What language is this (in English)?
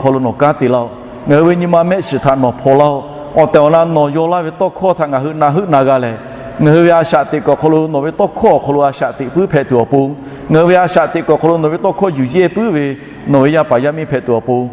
Lahu